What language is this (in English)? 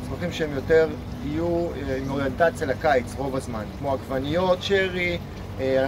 Hebrew